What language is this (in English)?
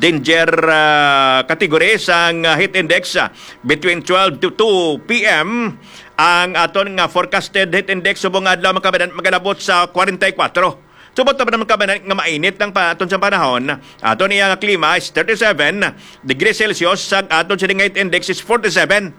Hiligaynon